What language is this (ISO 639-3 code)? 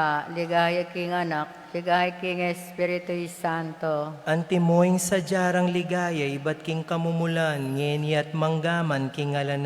pam